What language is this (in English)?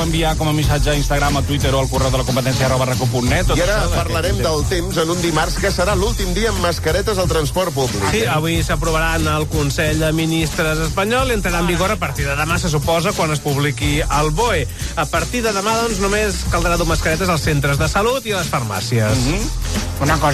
Catalan